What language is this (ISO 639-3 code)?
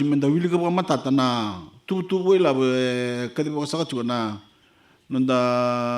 fij